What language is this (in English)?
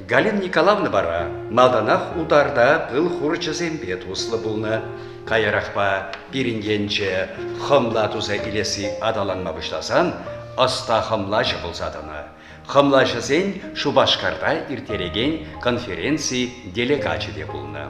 Chuvash